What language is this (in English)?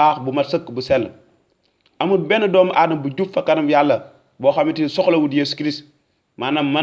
Wolof